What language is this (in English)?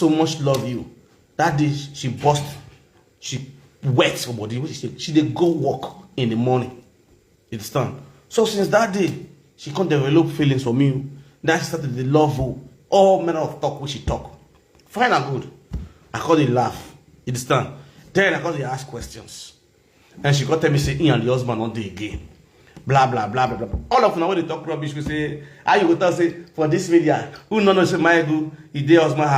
Nigerian Pidgin